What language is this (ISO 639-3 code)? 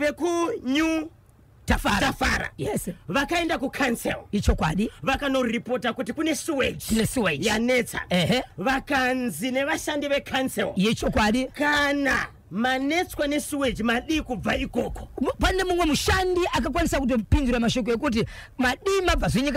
sna